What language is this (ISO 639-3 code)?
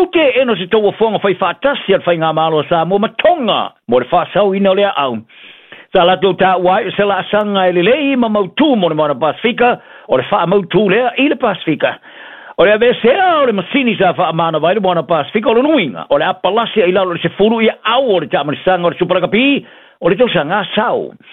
smo